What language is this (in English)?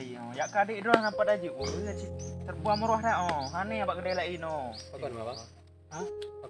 Achinese